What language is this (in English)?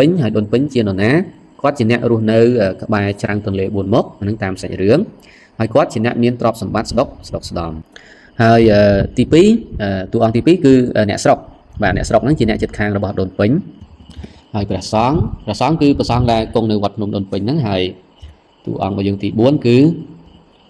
Khmer